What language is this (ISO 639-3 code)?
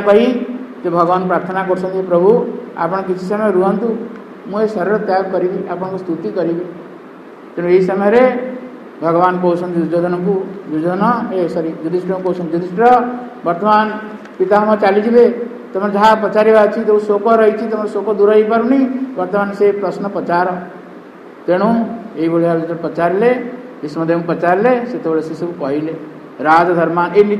ori